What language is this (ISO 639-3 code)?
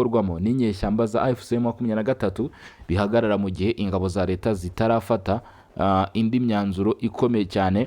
kin